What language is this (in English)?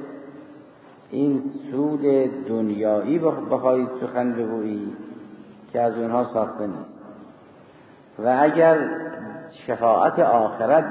Persian